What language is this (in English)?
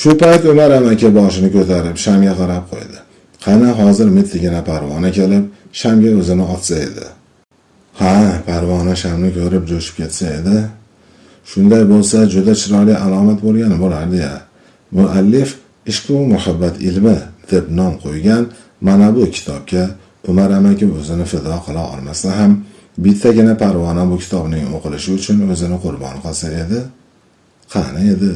Uzbek